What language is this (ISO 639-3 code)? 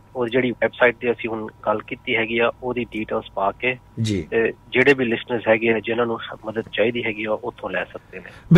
pan